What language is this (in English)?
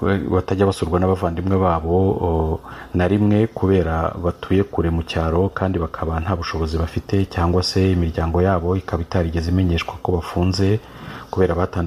Kinyarwanda